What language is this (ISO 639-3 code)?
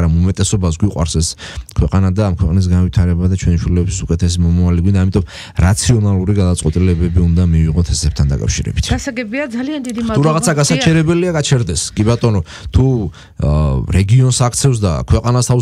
kat